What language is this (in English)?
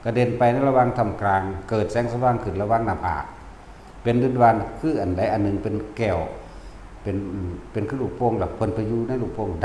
Northeastern Thai